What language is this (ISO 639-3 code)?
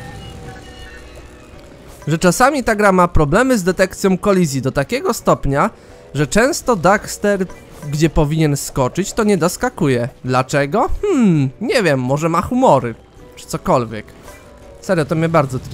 pol